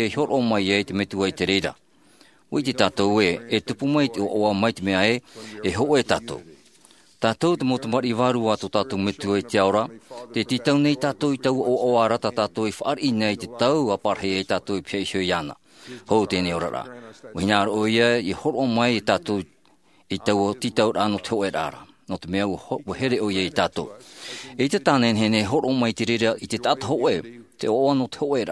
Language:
Tahitian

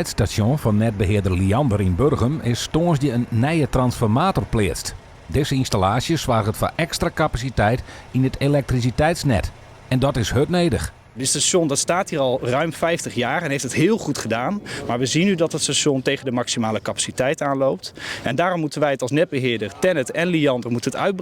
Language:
Western Frisian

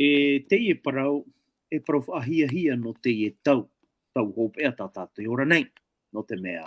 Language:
Tahitian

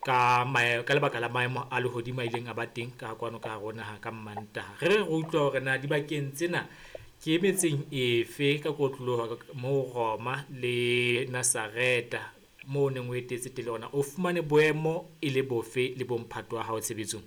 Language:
Southern Sotho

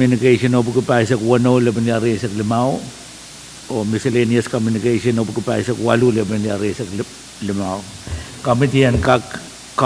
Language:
Pohnpeian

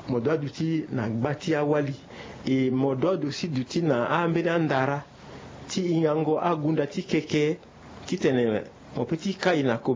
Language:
Sango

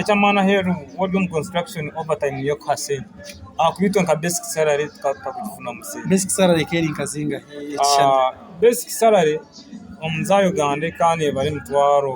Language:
Nyankole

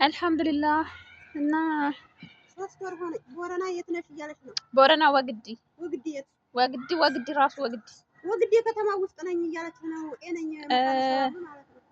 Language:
Amharic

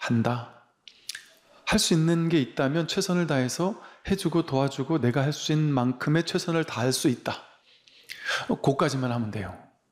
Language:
Korean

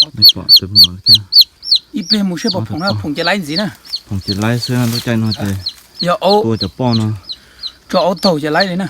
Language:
Hmong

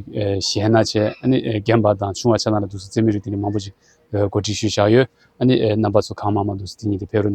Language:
Tibetan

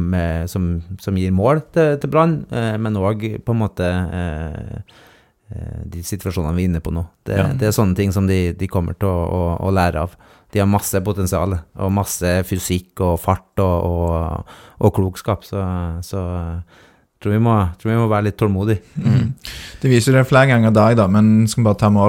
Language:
Norwegian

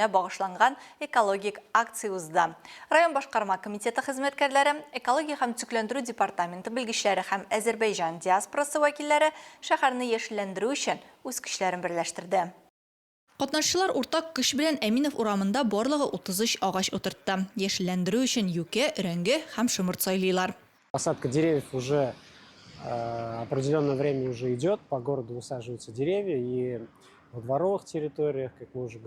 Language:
Tatar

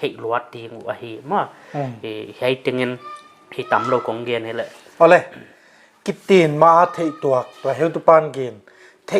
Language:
Paite Chin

